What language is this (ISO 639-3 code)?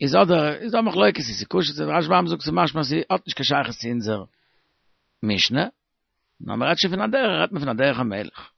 yid